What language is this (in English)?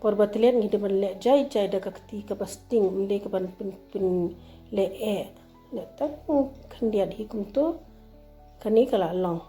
Khasi